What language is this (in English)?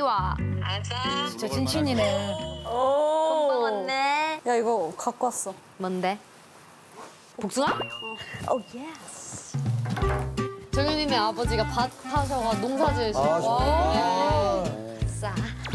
Korean